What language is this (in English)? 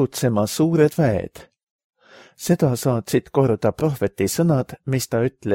Estonian